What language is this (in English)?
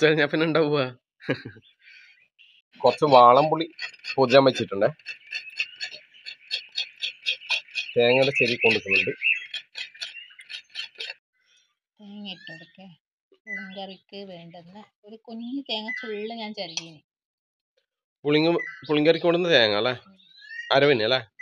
Malayalam